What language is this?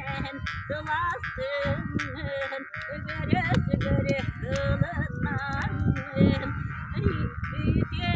Yakut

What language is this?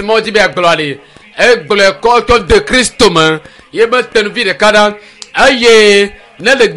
Ewe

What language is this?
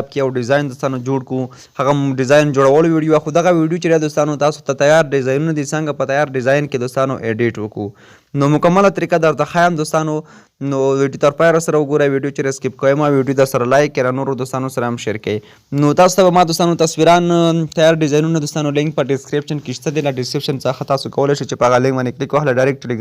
Pashto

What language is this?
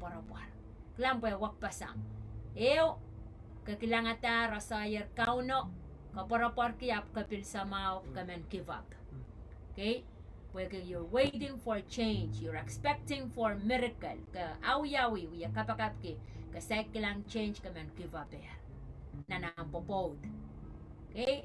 Pohnpeian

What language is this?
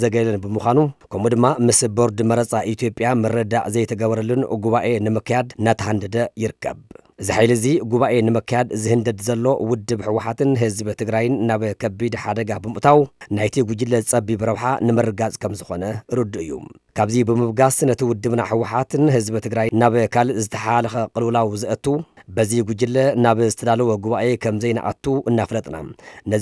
Tigrinya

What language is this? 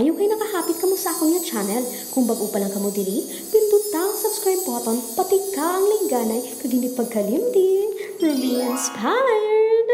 Hiligaynon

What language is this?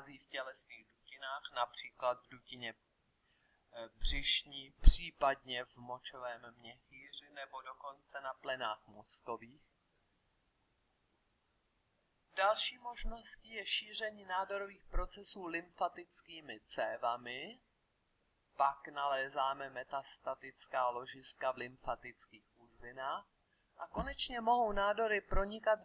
Czech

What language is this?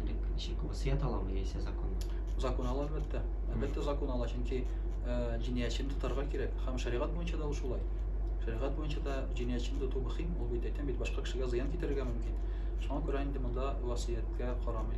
Tatar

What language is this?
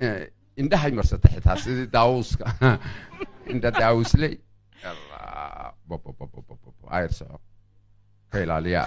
Somali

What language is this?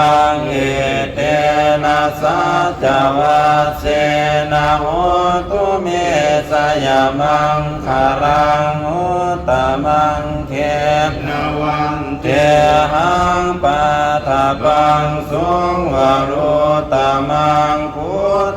Pali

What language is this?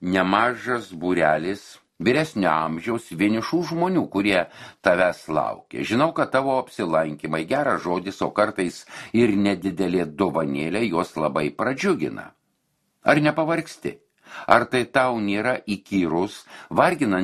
Lithuanian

